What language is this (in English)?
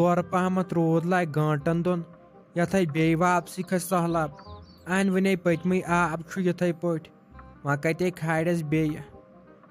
Kashmiri